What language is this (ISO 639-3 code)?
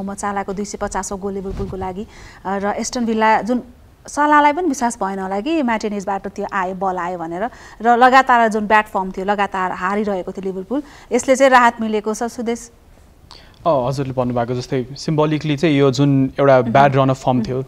nep